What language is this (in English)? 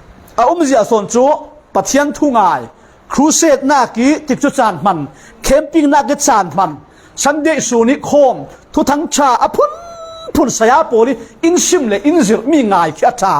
Falam Chin